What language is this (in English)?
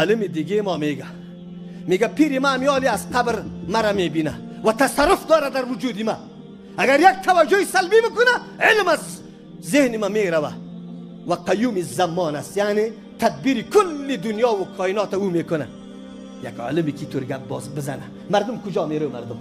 Tajik